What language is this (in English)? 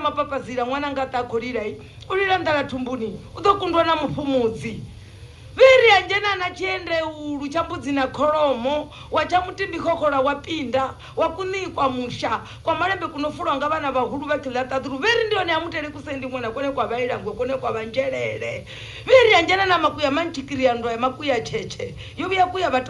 Venda